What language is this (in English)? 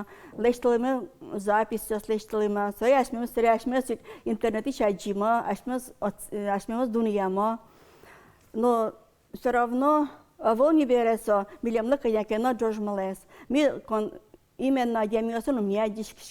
Udmurt